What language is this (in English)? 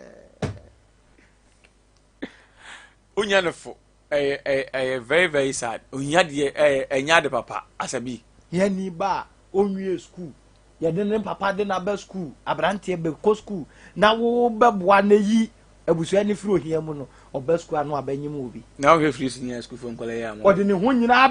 Akan